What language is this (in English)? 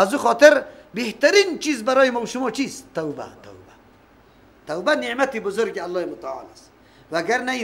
Persian